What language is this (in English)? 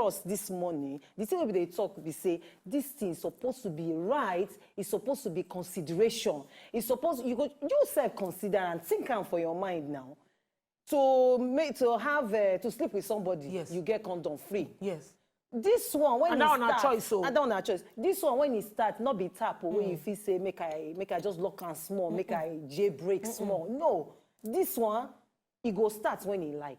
Nigerian Pidgin